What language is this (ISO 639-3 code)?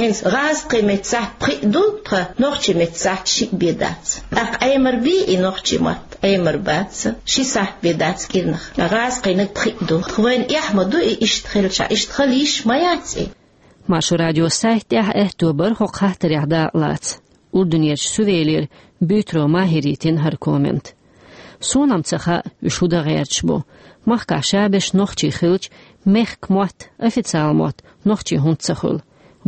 che